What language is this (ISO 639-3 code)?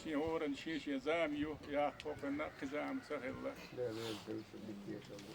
che